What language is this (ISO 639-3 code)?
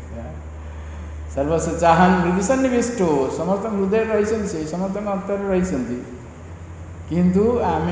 ori